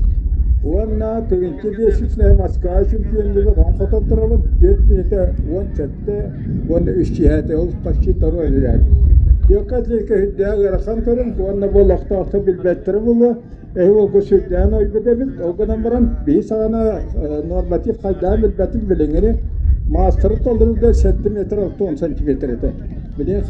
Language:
Yakut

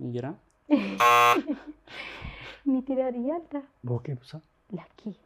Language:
Oromo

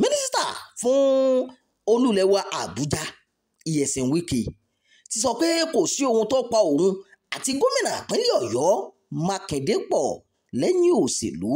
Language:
Yoruba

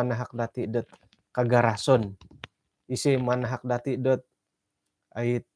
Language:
Central Dusun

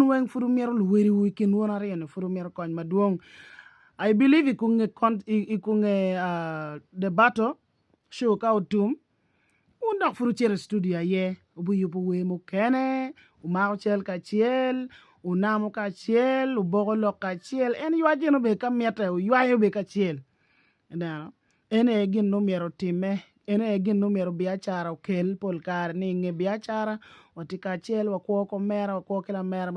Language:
Acoli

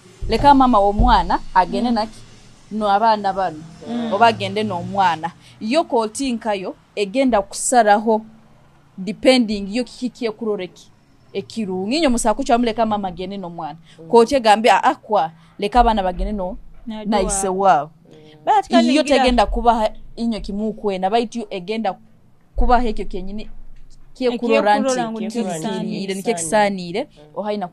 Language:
Nyoro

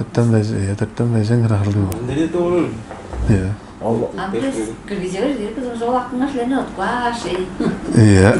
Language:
Tuvinian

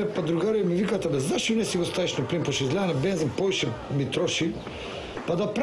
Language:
Macedonian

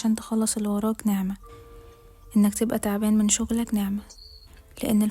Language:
Egyptian Arabic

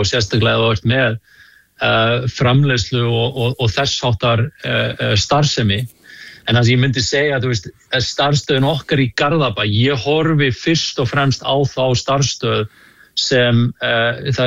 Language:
Icelandic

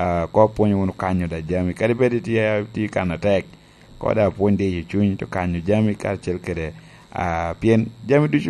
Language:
Lango (Uganda)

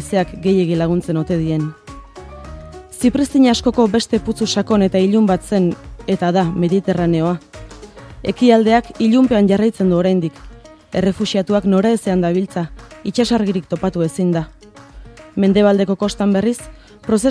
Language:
Basque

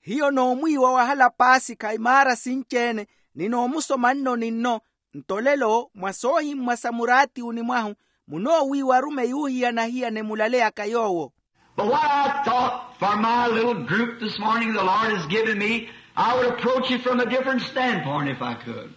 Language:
Makhuwa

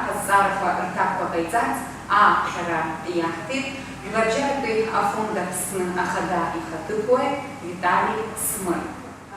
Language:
Abkhazian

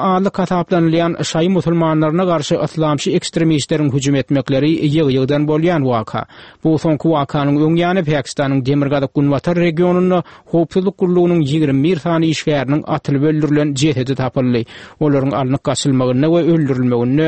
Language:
Turkmen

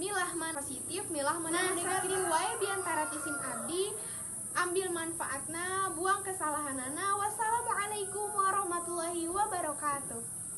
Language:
Sundanese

